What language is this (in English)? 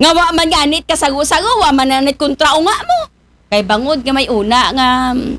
Aklanon